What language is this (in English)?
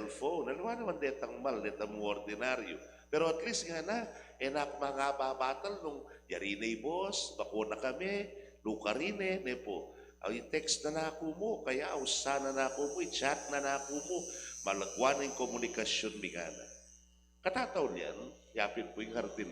Pampanga